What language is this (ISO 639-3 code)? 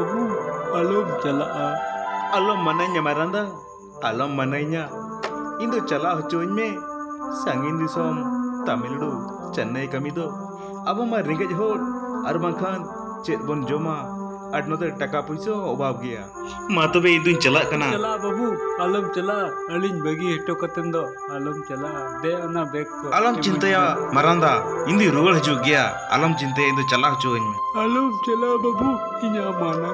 sat